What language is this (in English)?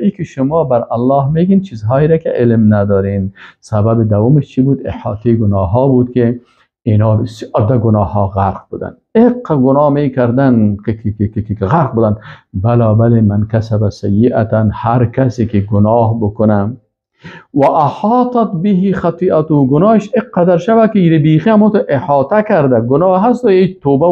Persian